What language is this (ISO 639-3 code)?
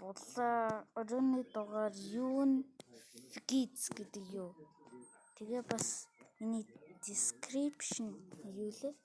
mon